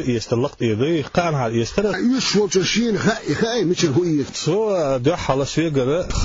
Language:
Chechen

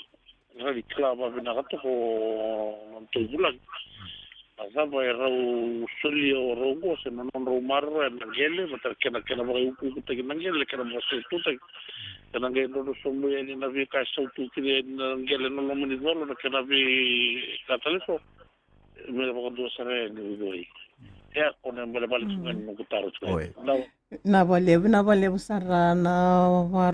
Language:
Fijian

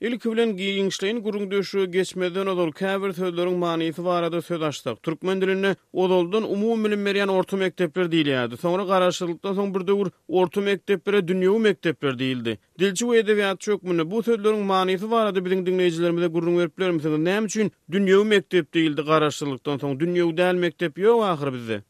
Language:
Turkmen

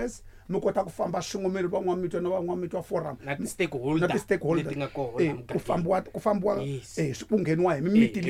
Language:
Tsonga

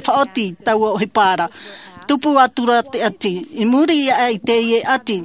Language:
Tahitian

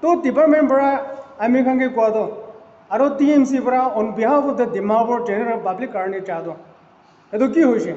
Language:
Naga Pidgin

